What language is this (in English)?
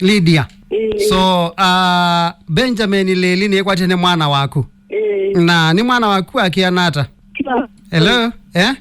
Kamba